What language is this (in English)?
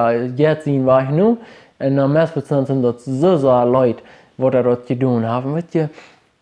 Plautdietsch